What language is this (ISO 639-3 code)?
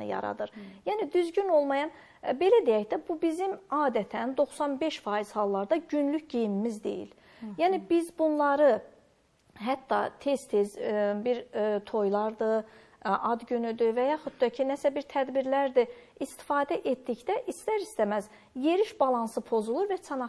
aze